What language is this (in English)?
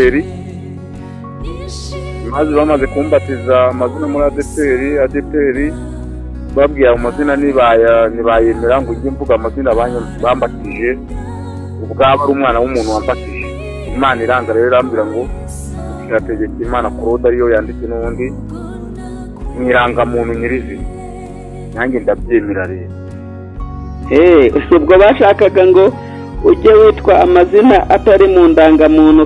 Kinyarwanda